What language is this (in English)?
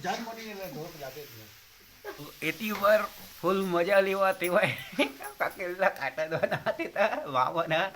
Chhattisgarhi